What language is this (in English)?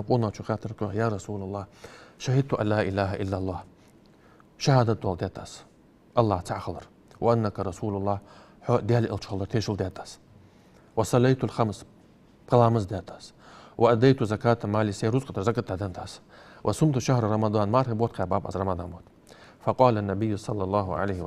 Ingush